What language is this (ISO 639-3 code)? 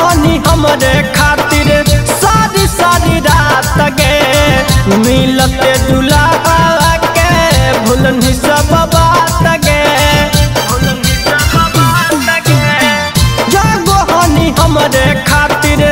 mag